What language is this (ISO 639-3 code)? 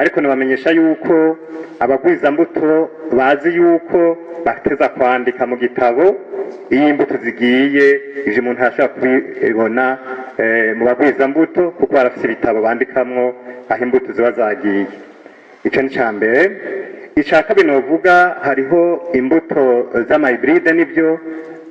run